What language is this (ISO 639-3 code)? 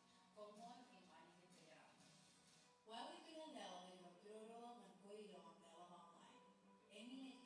mah